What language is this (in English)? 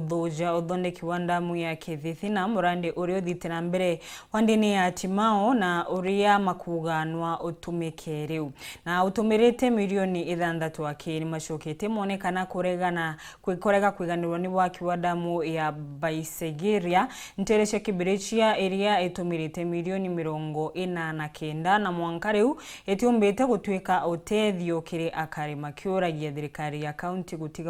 Meru